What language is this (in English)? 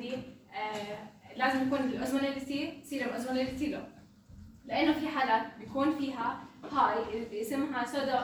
North Levantine Arabic